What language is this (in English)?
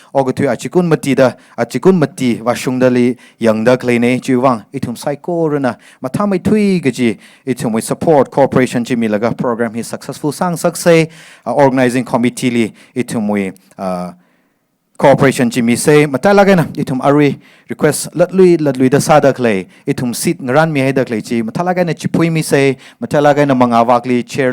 Tangkhul Naga (India)